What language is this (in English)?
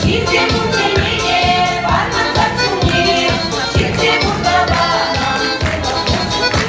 Chuvash